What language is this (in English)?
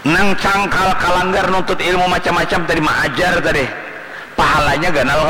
Banjar